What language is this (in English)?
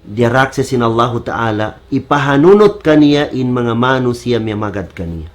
Tausug